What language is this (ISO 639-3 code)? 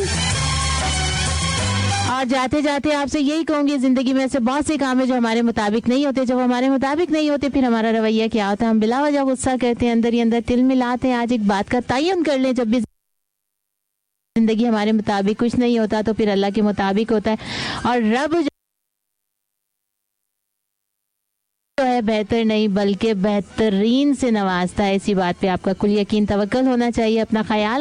hin